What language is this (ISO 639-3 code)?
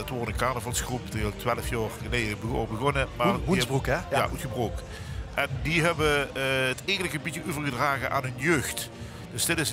lim